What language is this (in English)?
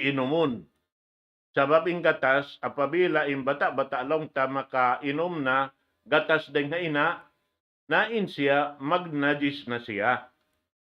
Tausug